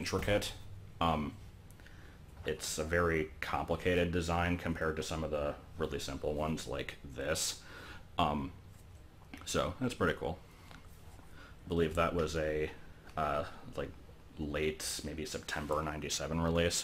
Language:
English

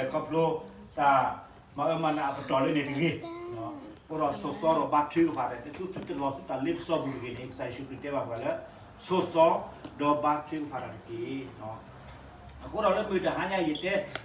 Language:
S'gaw Karen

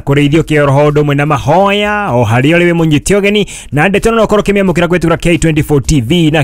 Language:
Kikuyu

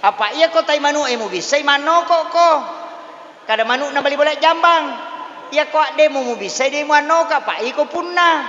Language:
Buginese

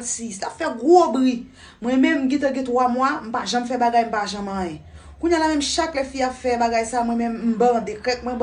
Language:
Haitian Creole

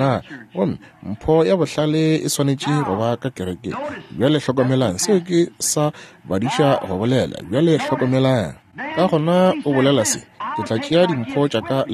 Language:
Northern Sotho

